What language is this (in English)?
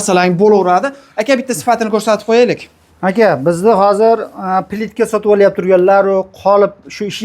Uzbek